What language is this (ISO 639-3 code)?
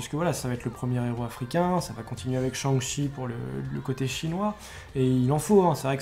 fra